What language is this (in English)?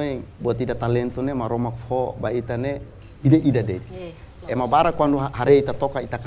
Tetum